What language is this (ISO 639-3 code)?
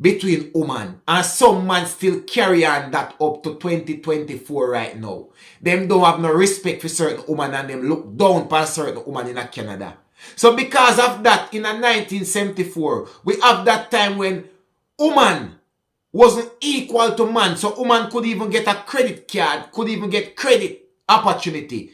jam